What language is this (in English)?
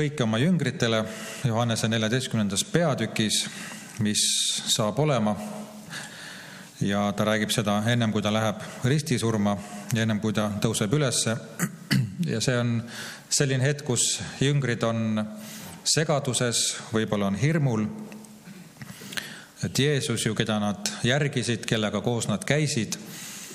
Estonian